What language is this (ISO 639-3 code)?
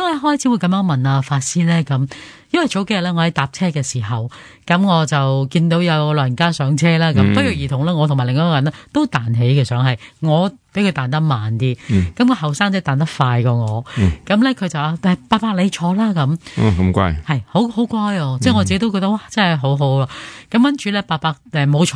yue